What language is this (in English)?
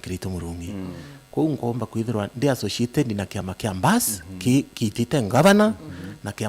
Meru